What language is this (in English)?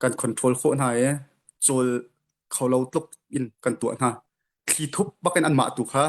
Hakha Chin